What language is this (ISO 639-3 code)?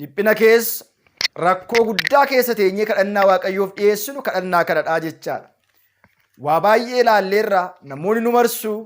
orm